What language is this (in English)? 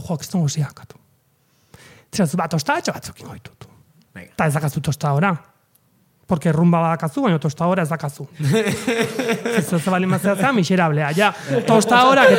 Basque